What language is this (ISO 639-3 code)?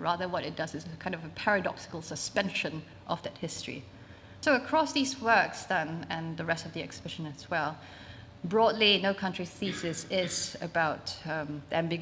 eng